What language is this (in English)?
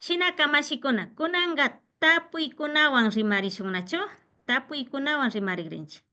Imbabura Highland Quichua